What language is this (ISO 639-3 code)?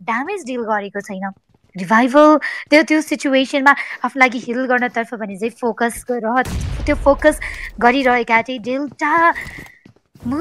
nep